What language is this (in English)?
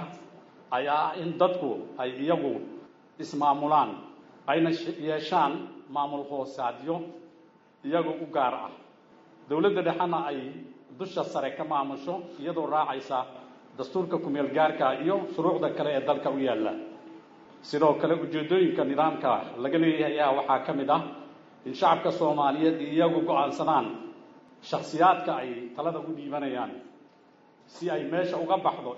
Somali